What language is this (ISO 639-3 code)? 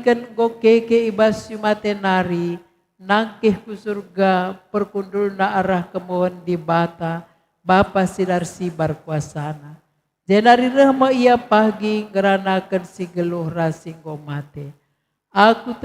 btx